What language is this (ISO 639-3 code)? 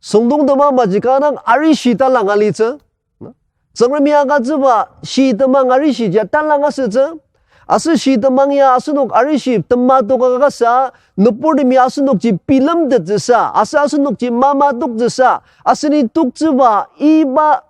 njo